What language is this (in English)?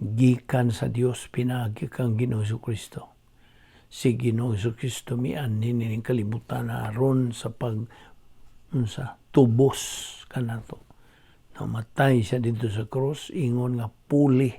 Cebuano